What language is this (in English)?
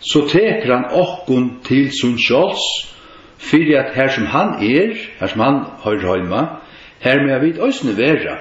Faroese